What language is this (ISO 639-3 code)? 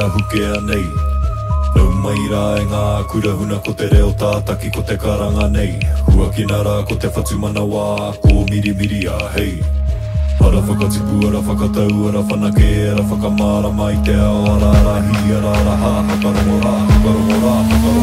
mri